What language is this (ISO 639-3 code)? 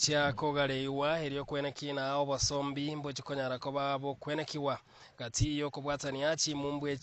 guz